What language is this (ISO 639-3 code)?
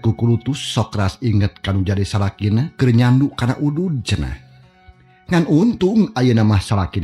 sun